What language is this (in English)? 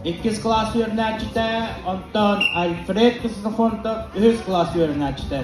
Yakut